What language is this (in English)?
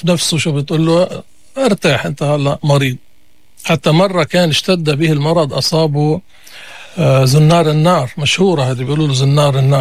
North Levantine Arabic